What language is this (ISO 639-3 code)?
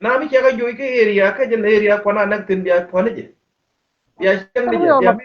nus